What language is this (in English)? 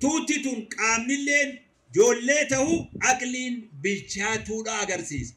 Oromo